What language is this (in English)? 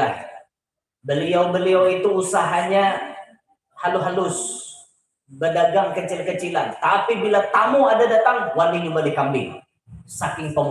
Banjar